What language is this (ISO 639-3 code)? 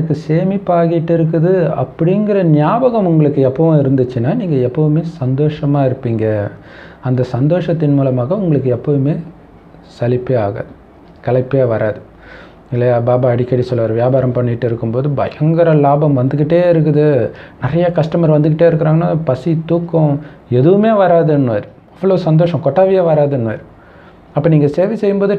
tam